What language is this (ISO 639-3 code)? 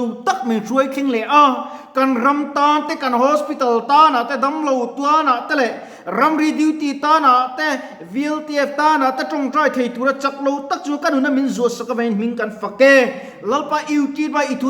lus